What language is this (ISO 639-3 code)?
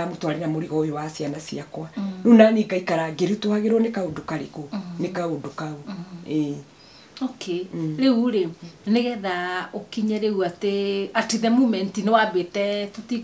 kik